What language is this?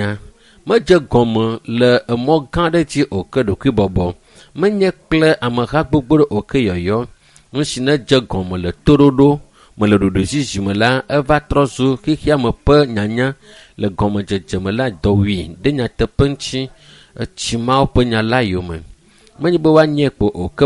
Ewe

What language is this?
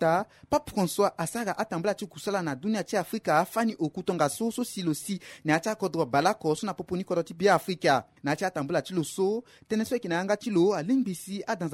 Sango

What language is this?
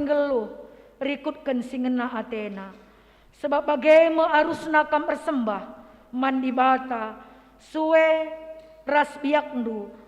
Batak Karo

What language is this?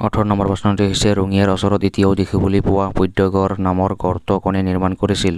Assamese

